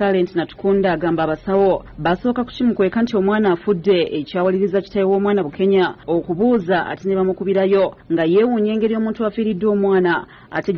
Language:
Ganda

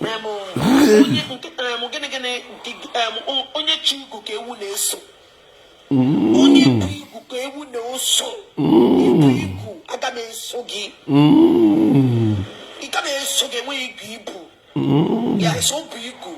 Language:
Igbo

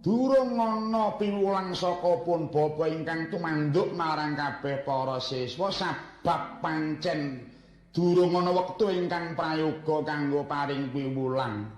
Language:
Javanese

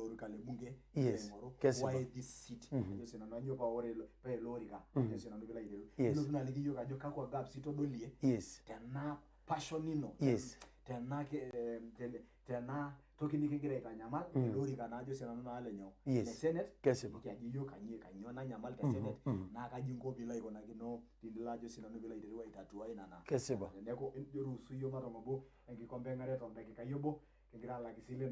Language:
Masai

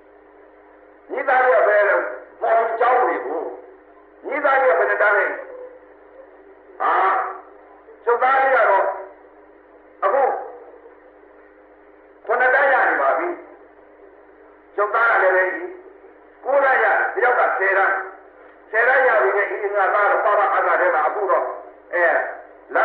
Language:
Burmese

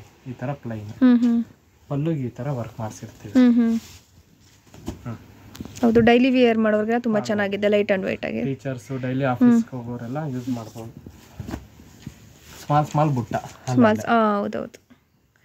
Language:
Kannada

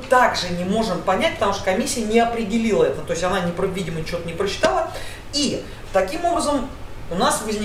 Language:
Russian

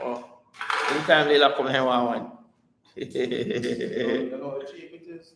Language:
Jamaican Creole English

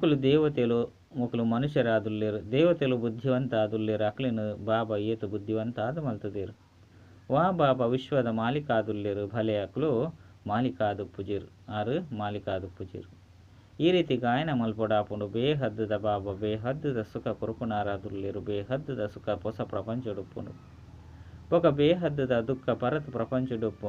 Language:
Tulu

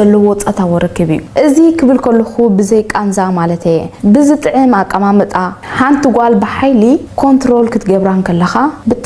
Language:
Tigrinya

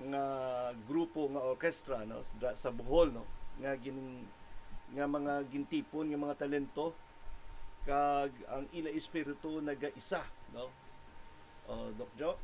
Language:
Hiligaynon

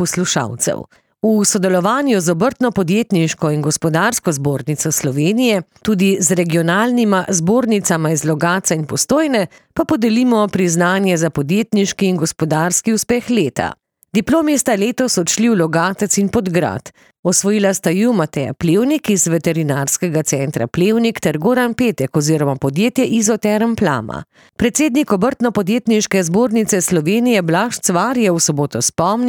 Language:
Slovenian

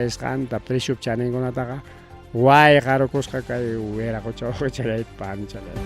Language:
Ayacucho Quechua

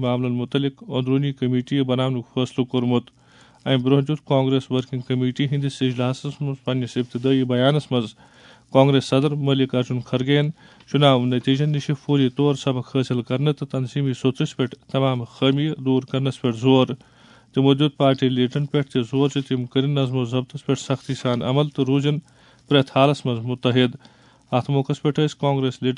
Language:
Kashmiri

